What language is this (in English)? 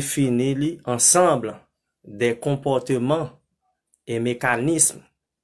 Haitian Creole